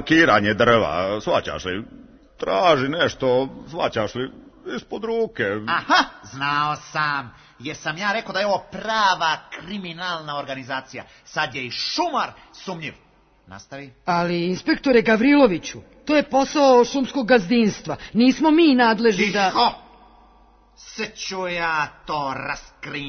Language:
Serbian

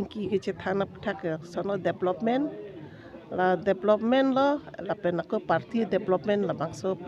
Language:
Karbi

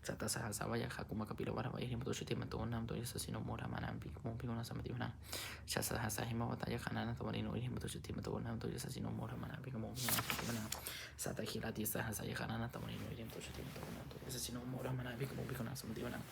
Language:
Pali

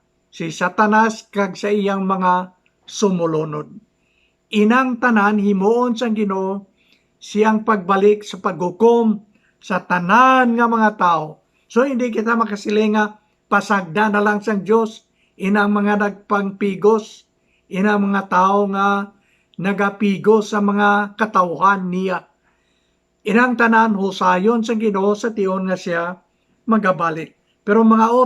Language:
Hiligaynon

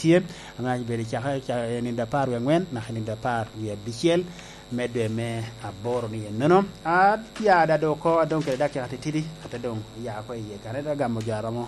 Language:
Lango (Uganda)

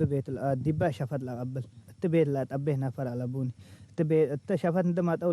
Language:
Tigre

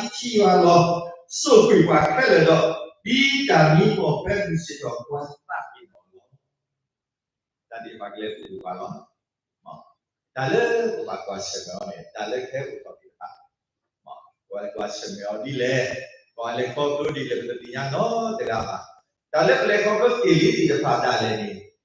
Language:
S'gaw Karen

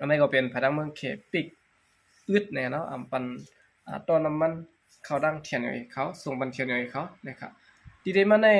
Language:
Shan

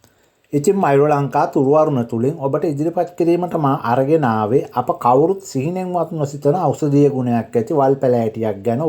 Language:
Sinhala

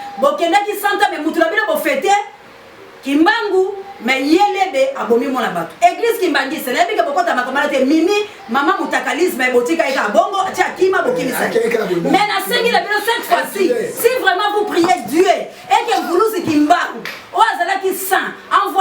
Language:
Lingala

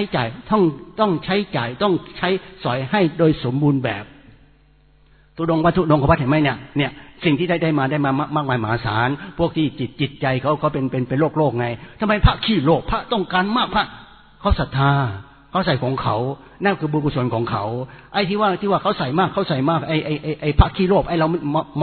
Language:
Thai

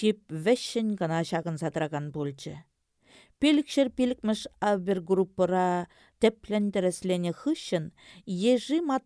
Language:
Chuvash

